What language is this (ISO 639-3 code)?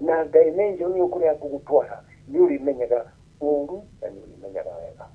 kik